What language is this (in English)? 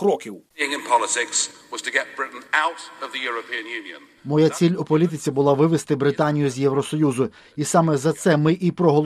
Ukrainian